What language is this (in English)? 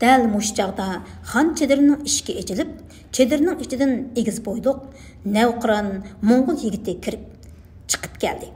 Uyghur